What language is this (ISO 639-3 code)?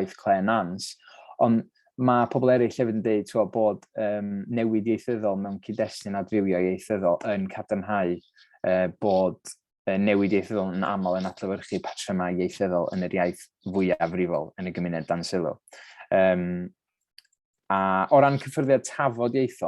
cym